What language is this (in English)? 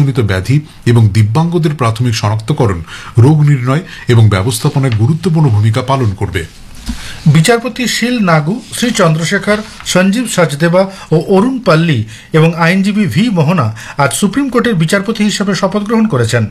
Bangla